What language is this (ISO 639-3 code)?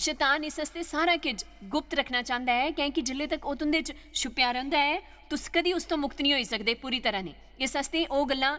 doi